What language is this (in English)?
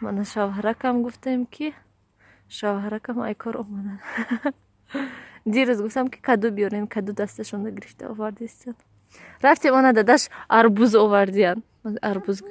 Tajik